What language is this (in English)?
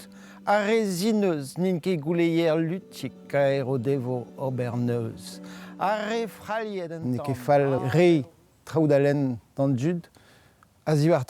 Breton